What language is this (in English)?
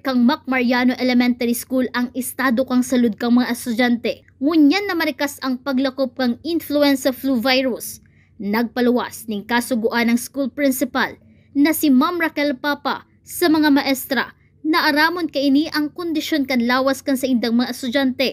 Bikol